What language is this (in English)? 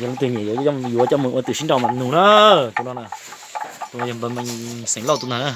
Hmong